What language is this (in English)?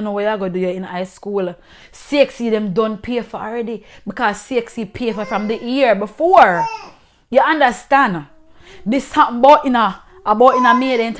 Jamaican Creole English